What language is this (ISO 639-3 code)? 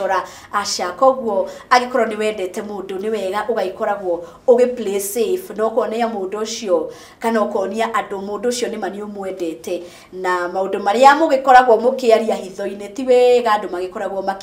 kik